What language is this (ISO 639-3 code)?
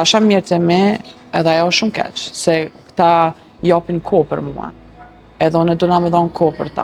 sqi